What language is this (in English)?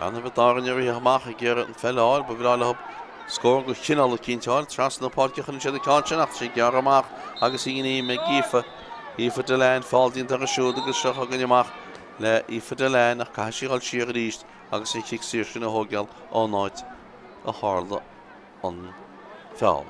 Irish